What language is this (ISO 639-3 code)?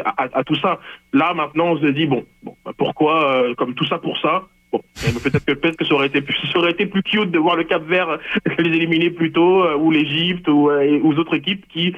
fra